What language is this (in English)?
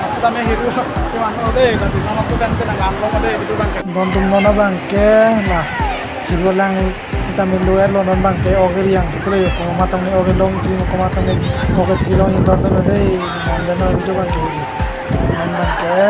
Karbi